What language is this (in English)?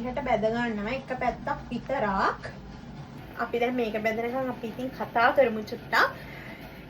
Sinhala